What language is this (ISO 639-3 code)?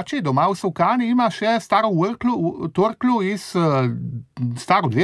slv